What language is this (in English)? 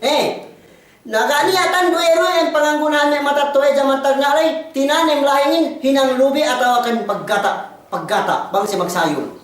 Yakan